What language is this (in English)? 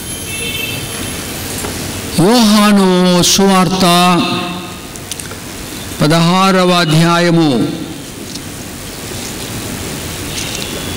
Telugu